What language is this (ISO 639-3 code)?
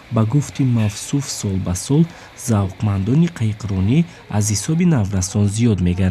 tgk